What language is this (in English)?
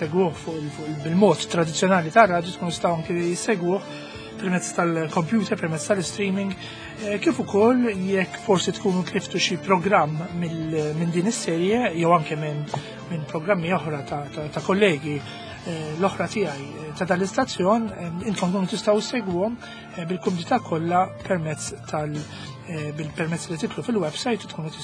Maltese